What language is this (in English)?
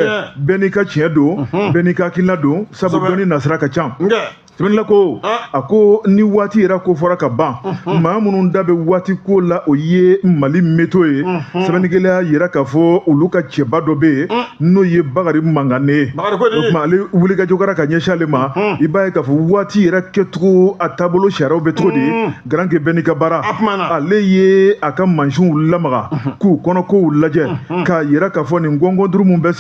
Bambara